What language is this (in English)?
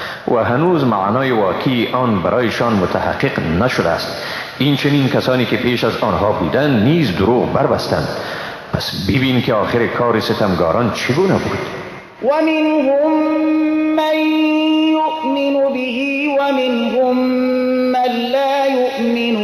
Persian